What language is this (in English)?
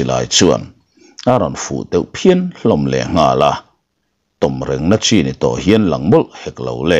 Mizo